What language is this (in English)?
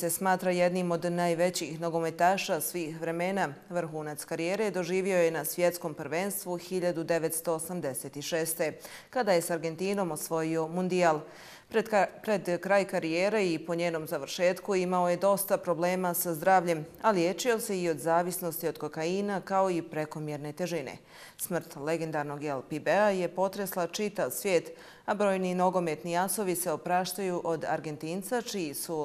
Bosnian